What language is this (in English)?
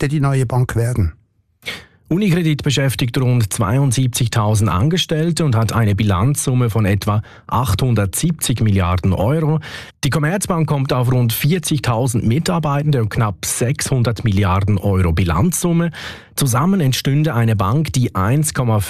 German